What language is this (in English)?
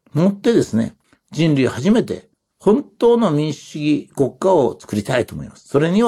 Japanese